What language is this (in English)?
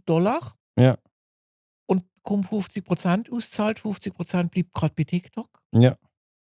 Swiss German